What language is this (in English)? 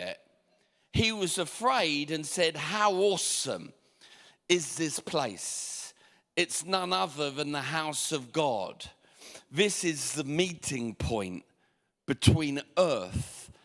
English